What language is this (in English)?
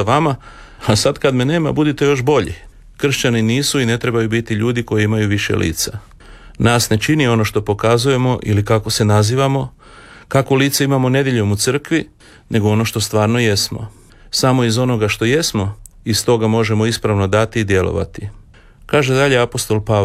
Croatian